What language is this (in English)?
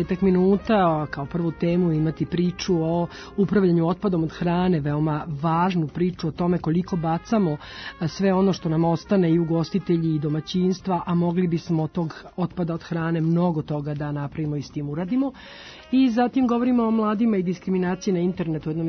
Serbian